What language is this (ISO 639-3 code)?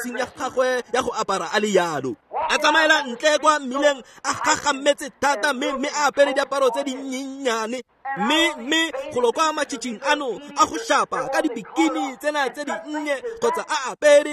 tsn